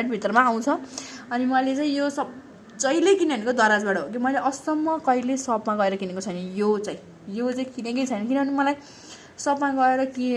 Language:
Nepali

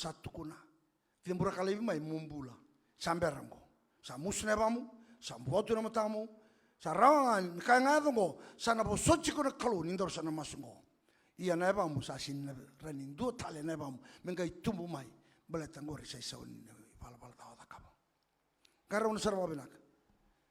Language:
Fijian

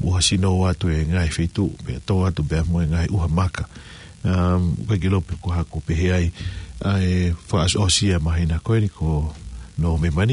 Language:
Tongan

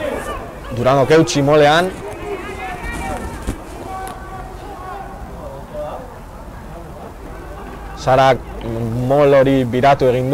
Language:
Basque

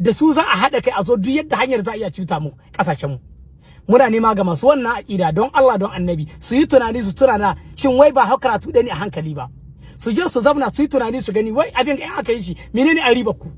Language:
Hausa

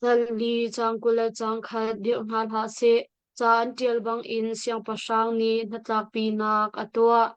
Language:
Hakha Chin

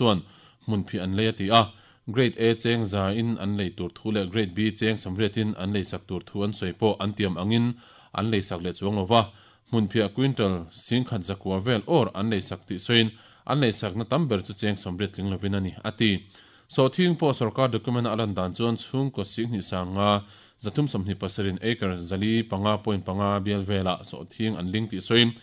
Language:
Mizo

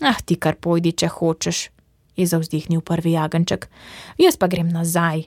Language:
Slovenian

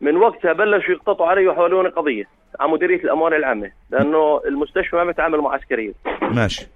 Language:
North Levantine Arabic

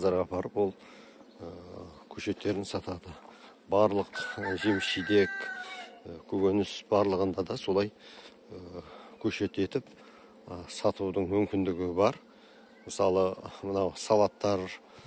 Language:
Kazakh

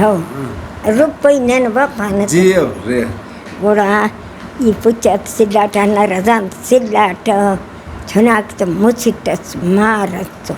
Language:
Brahui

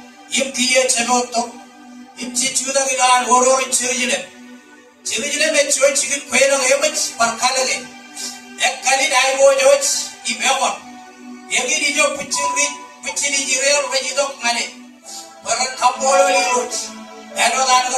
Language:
Marshallese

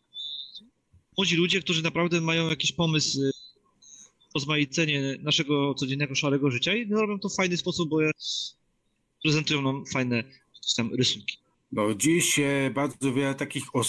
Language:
Polish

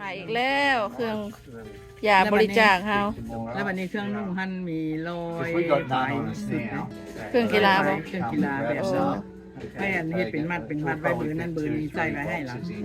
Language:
Lao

